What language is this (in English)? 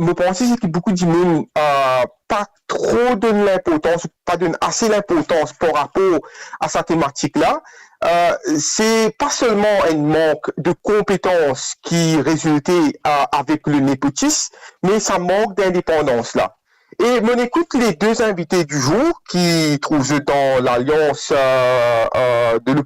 Morisyen